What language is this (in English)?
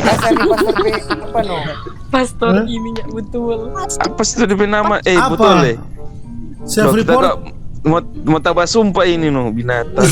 Manado Malay